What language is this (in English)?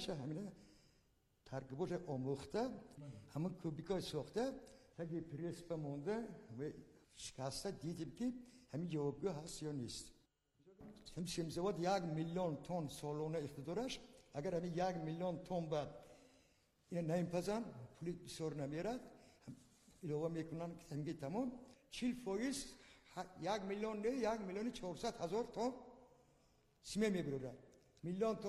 Persian